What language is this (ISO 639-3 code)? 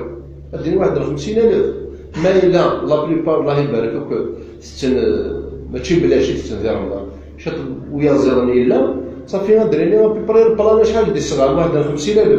kab